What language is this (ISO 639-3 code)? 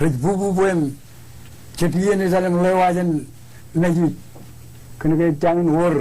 mah